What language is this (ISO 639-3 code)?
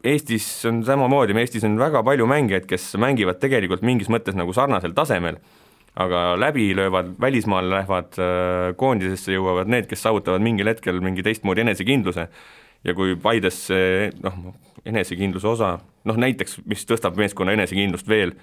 est